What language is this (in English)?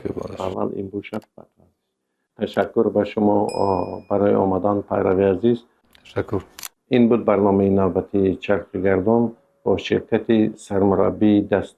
Tajik